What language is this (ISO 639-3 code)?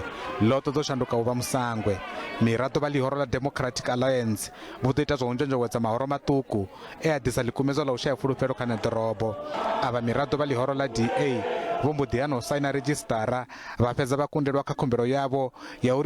ven